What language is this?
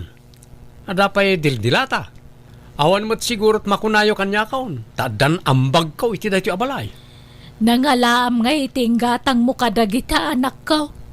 Iloko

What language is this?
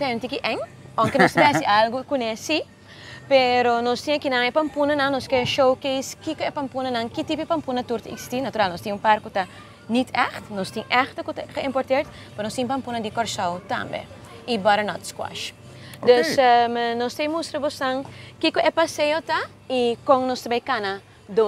Papiamento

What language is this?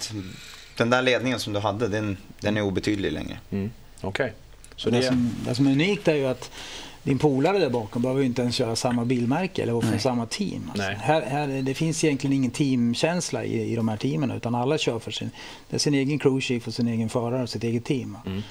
Swedish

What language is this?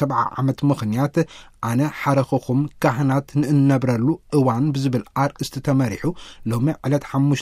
Tigrinya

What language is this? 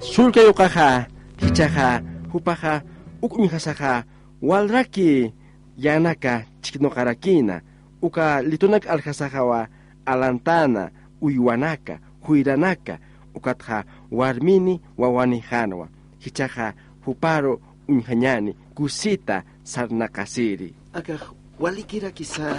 Aymara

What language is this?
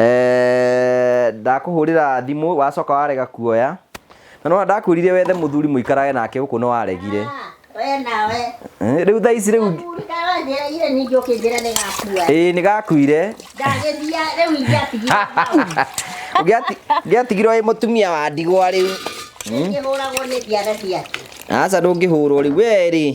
Kikuyu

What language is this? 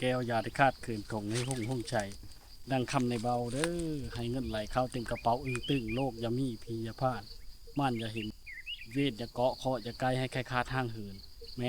Lao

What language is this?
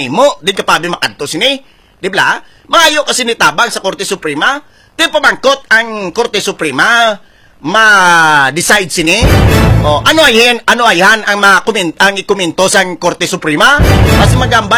Hiligaynon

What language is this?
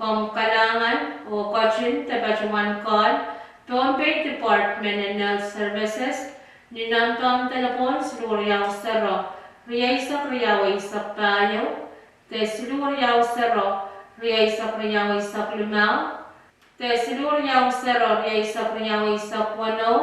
Pohnpeian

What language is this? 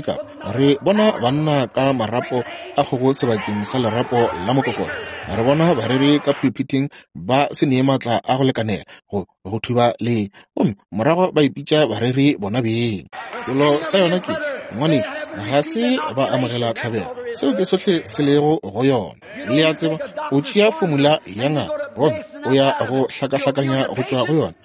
Northern Sotho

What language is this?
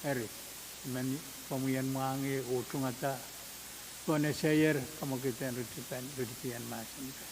Pohnpeian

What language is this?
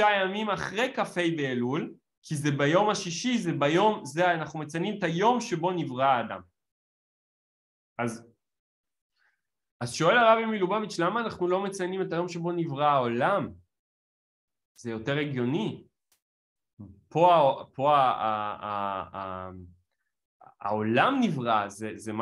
Hebrew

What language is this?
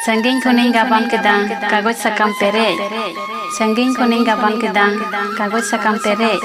Santali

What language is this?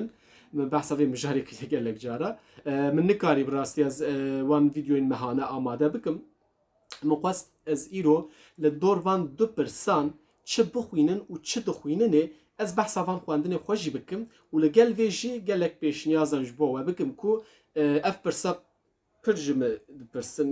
Kurdish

